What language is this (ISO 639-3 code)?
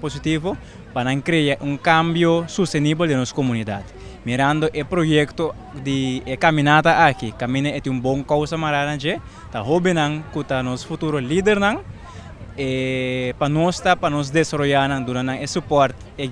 pap